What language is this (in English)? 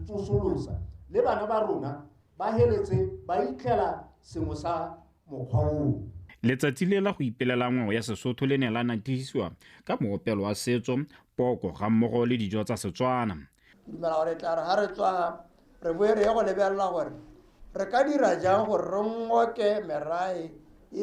Tswana